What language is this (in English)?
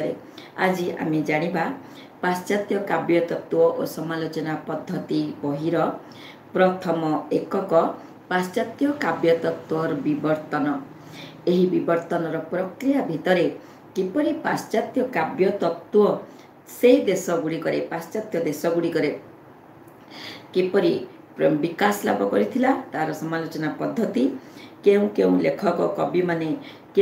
Odia